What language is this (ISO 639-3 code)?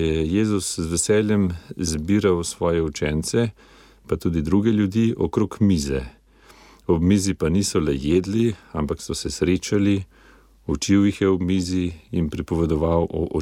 slv